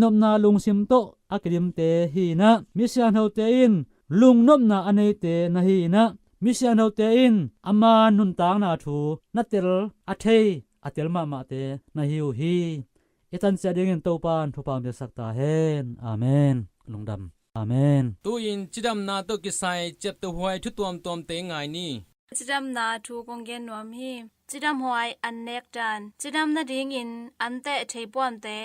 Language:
Tedim Chin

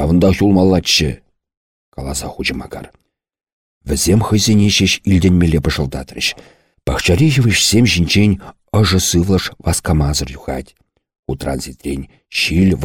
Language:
Chuvash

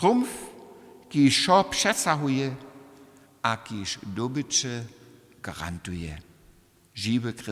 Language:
Upper Sorbian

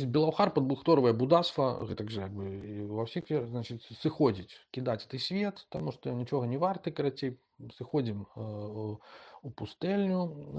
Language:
Belarusian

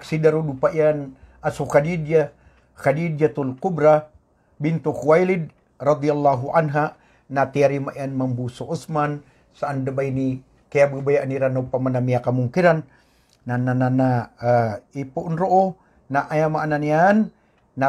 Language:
Maranao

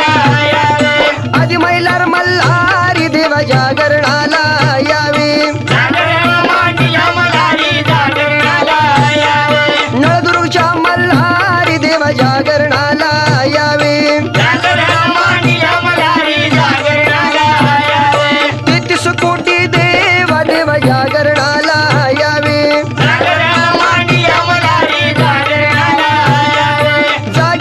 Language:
Marathi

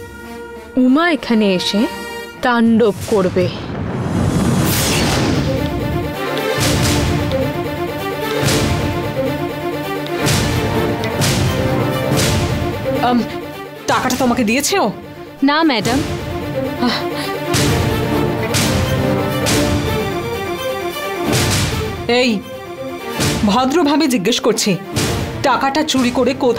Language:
Bangla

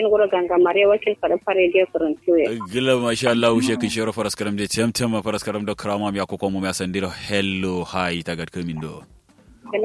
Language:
Kanuri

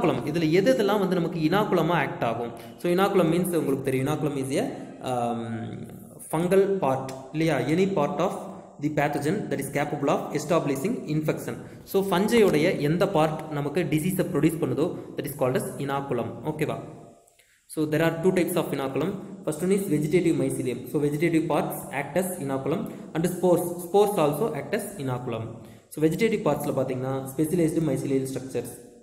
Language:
Tamil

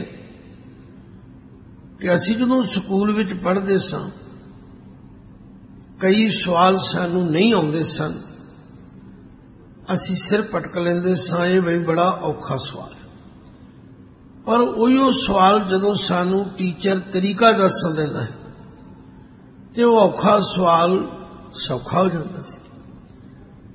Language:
Punjabi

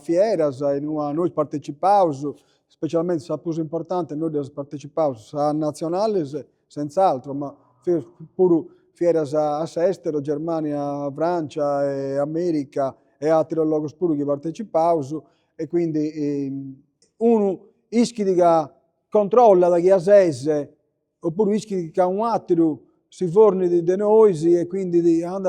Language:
Sardinian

